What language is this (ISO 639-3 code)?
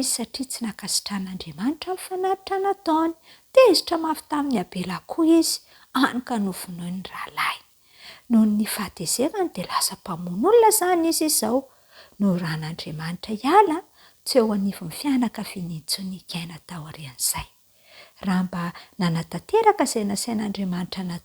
mlg